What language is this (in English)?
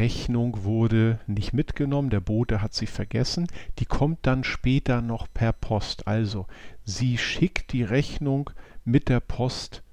German